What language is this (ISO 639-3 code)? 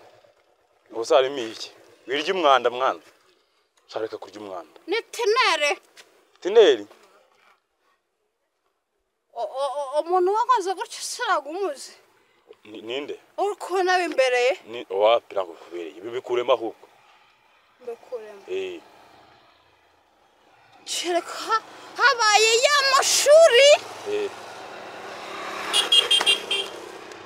kin